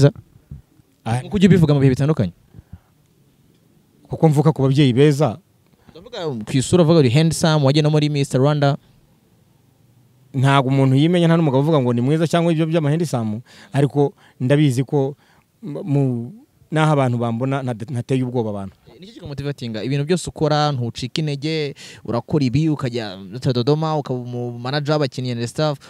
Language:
Kinyarwanda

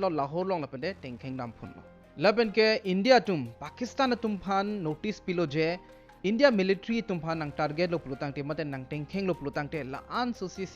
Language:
Karbi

